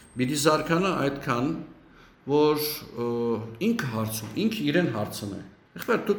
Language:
Western Armenian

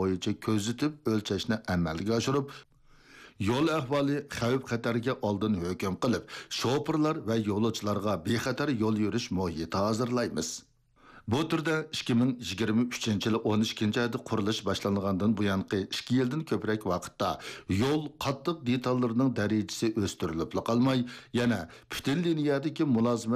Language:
Uyghur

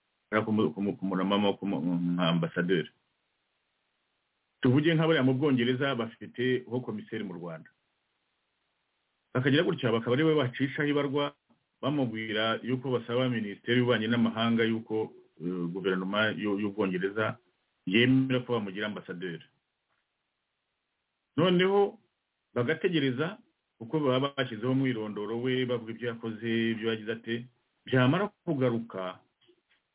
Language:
Kinyarwanda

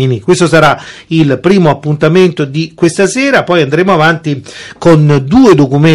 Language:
Italian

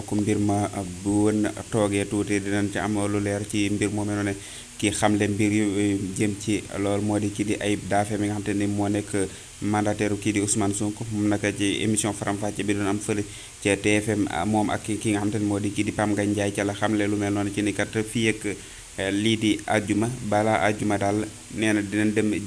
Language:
Wolof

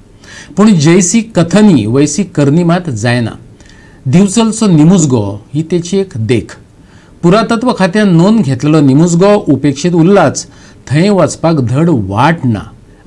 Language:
Konkani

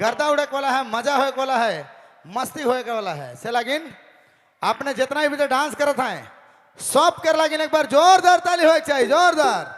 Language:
Sadri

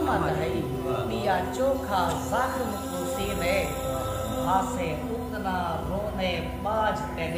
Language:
Saraiki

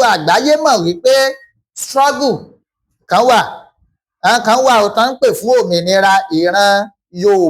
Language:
Yoruba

